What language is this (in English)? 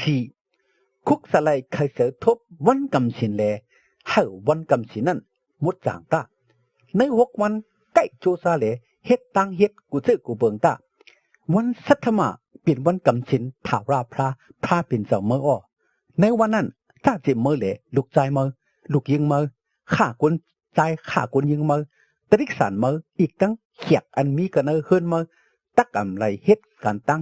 Shan